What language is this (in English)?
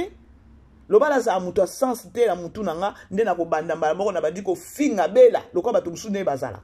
Lingala